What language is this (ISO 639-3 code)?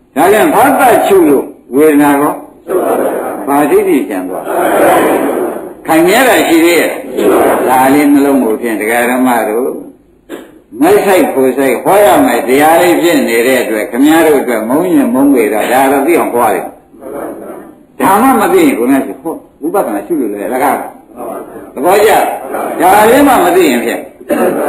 mya